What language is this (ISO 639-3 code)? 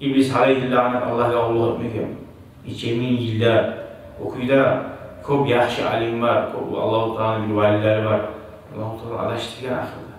kum